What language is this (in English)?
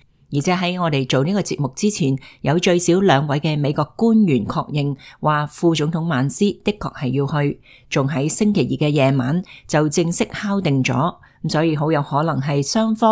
Cantonese